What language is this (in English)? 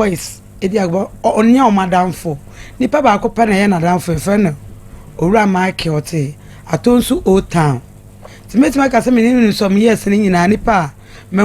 Akan